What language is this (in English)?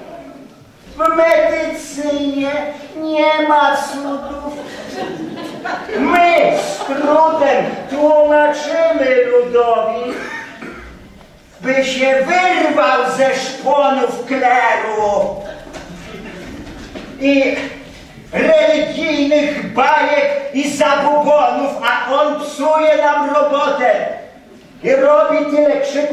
Polish